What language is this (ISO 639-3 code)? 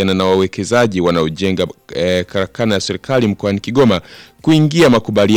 swa